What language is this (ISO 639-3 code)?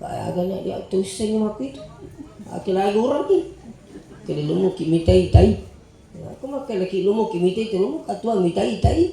bug